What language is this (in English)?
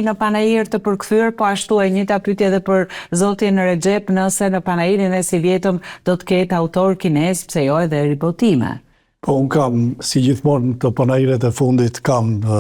Albanian